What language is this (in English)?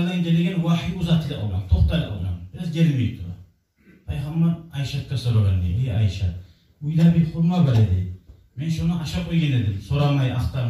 Kumyk